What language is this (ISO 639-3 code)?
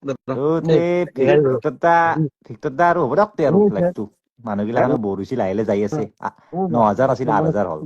asm